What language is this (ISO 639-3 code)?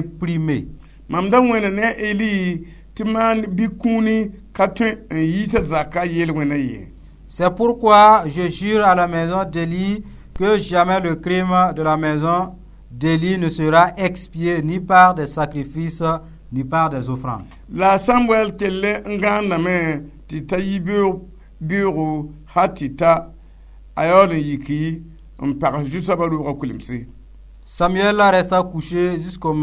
mos